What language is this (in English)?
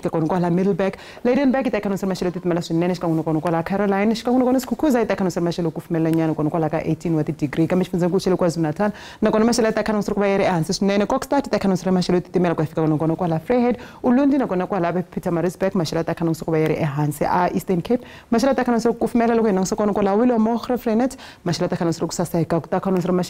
Tsonga